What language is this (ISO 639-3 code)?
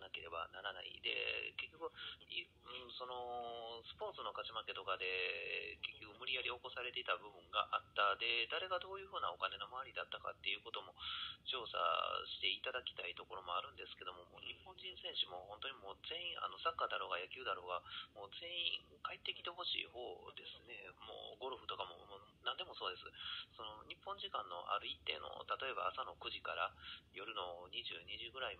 jpn